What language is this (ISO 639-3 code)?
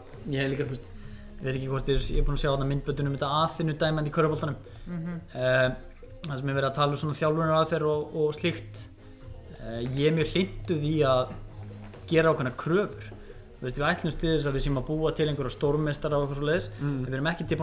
isl